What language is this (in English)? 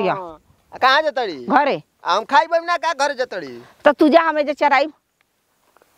Bhojpuri